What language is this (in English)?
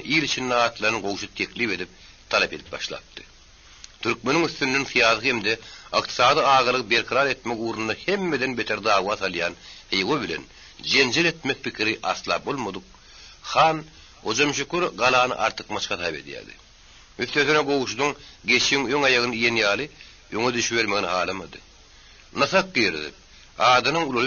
Turkmen